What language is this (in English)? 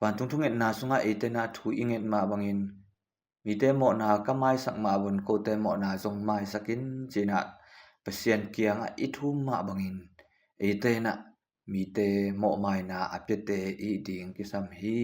Tedim Chin